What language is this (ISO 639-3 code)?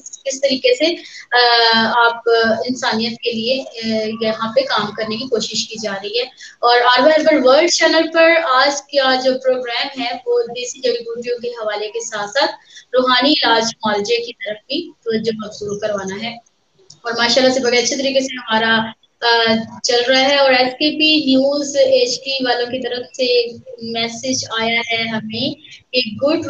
urd